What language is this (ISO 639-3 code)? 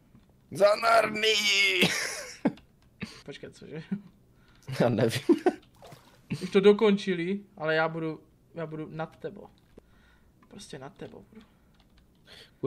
ces